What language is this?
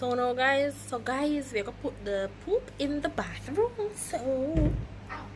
Jamaican Creole English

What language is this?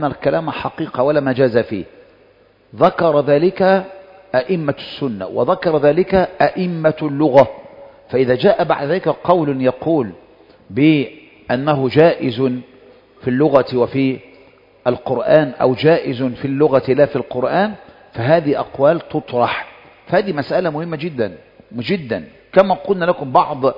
Arabic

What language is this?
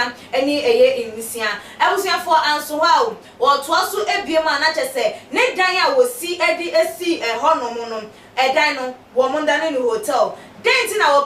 Akan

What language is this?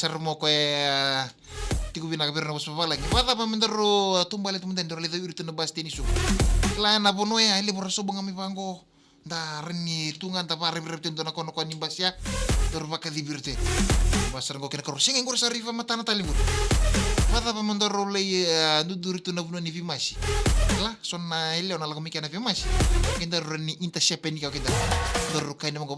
Fijian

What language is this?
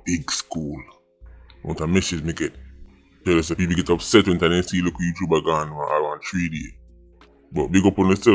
Jamaican Creole English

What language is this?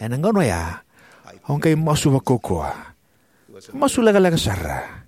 Fijian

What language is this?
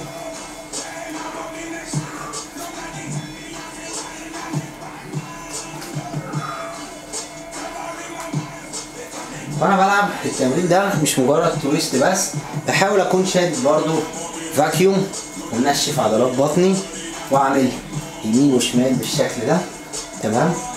Egyptian Arabic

